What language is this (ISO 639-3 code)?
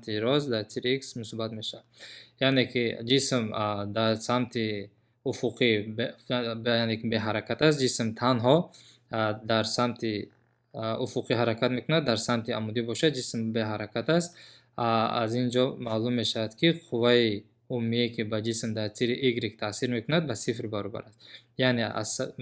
tgk